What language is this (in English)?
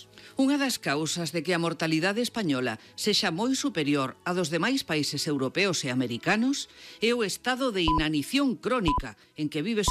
Galician